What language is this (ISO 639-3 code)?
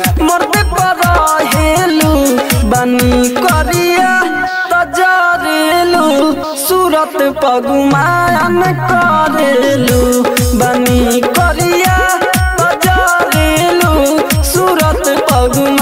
bho